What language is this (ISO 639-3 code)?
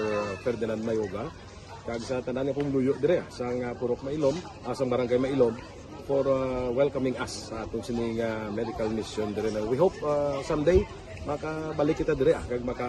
hil